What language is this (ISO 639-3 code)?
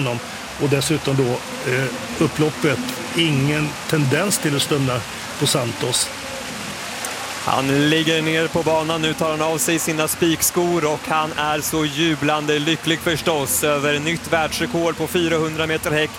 swe